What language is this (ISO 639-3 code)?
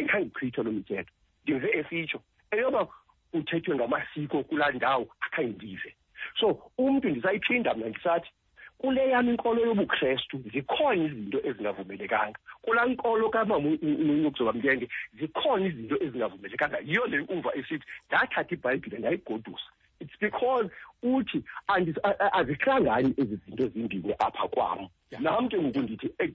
xho